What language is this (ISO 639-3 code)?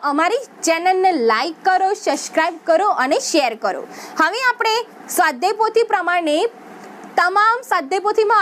guj